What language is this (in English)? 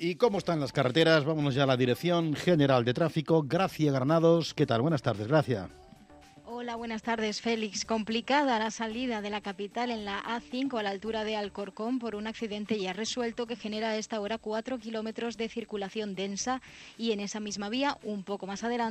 Spanish